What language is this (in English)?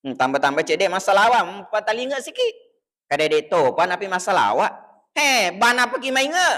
Buginese